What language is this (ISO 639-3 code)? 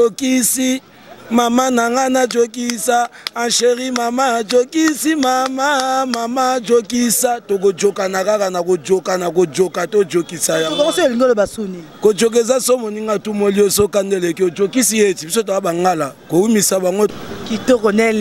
lin